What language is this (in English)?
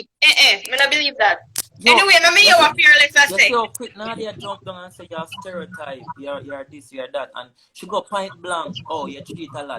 Jamaican Creole English